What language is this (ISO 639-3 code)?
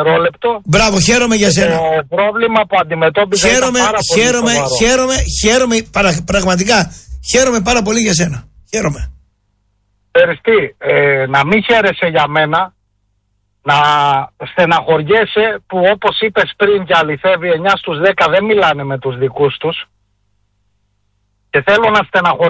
ell